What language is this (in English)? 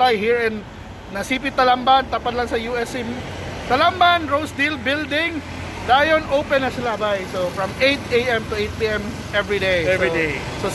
Cebuano